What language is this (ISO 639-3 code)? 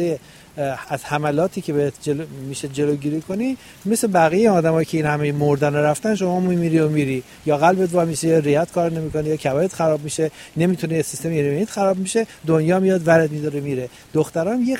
fas